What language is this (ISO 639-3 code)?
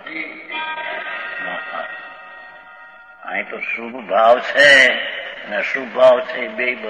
guj